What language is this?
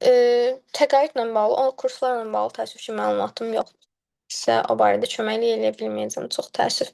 Azerbaijani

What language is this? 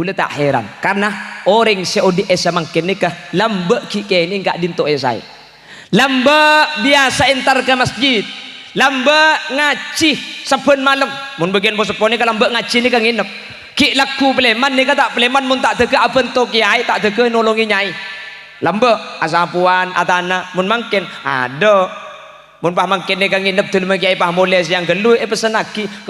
Madurese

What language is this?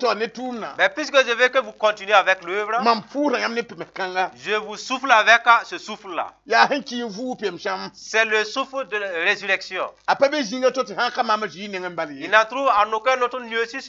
Mossi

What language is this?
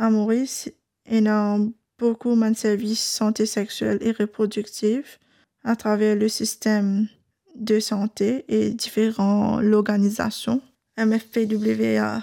Morisyen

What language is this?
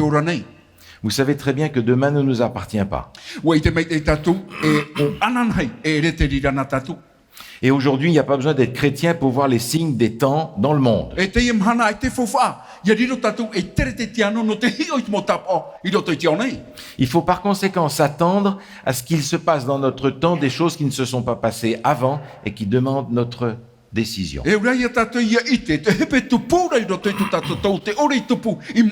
Tahitian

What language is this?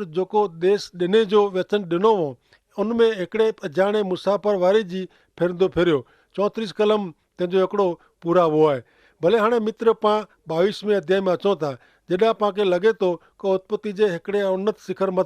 Kachhi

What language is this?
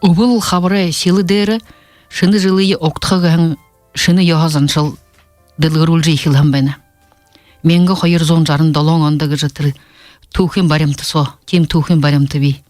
Buriat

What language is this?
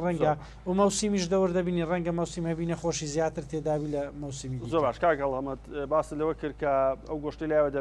Central Kurdish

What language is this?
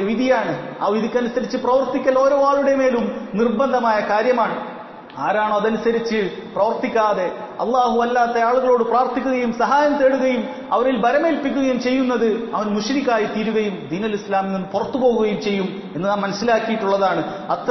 Malayalam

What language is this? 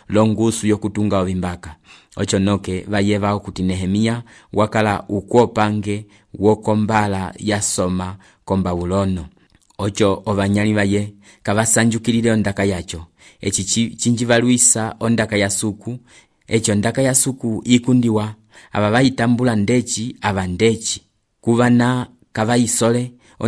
Umbundu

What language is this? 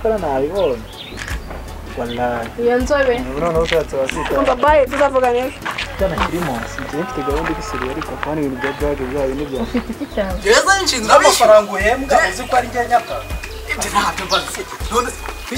Kinyarwanda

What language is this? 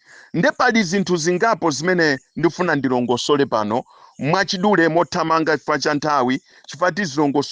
Nyanja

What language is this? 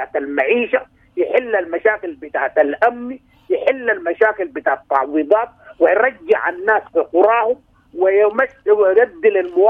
Sudanese Arabic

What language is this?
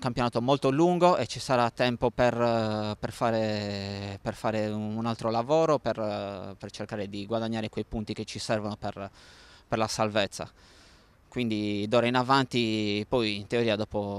Italian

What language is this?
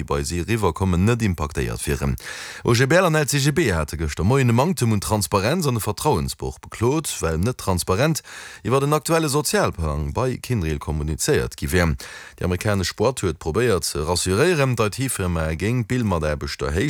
Luxembourgish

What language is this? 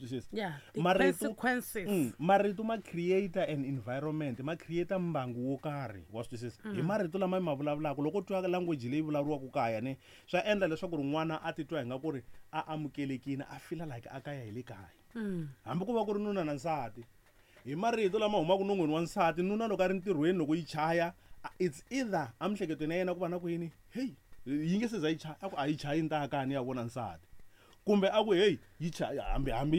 Tsonga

